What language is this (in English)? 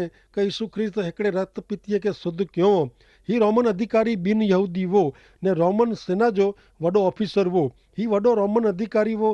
Kachhi